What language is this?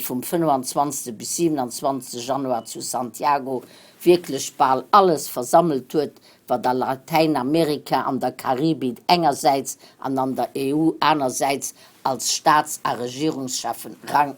Luxembourgish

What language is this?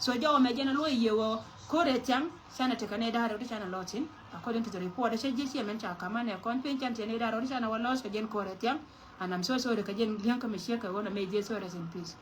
Nuer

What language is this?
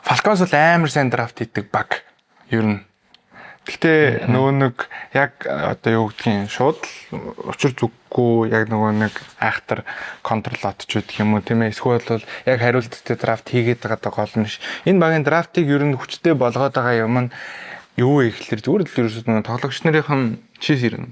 Mongolian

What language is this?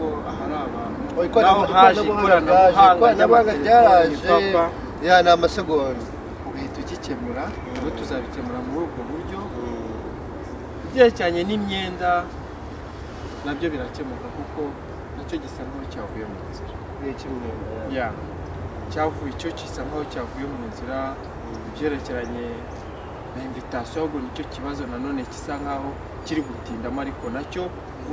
Kinyarwanda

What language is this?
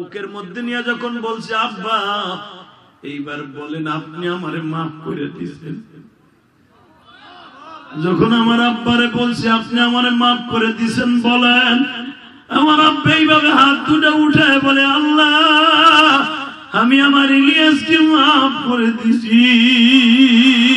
Bangla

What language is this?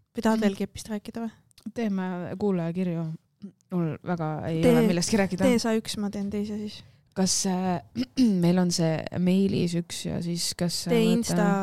Estonian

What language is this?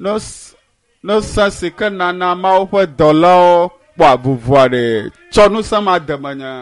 Ewe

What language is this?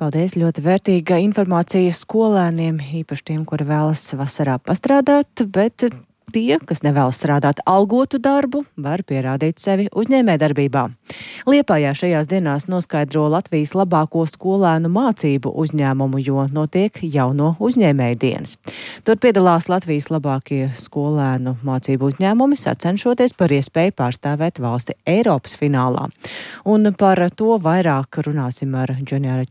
Latvian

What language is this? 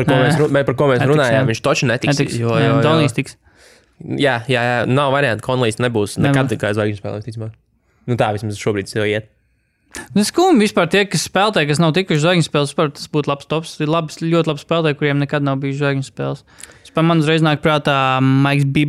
Latvian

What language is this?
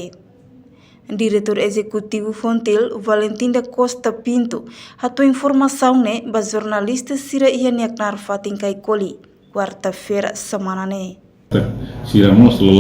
Tetum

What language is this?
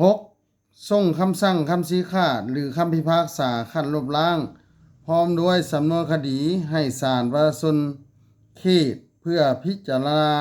Lao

